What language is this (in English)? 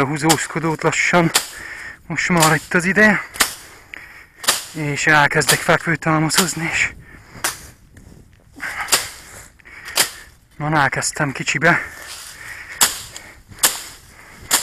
Hungarian